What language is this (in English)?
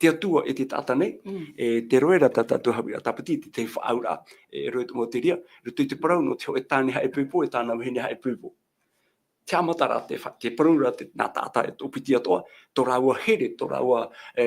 Tahitian